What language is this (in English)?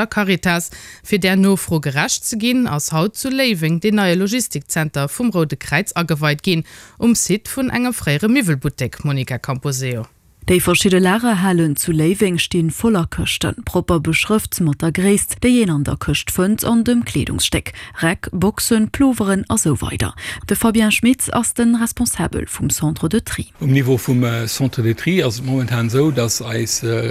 Luxembourgish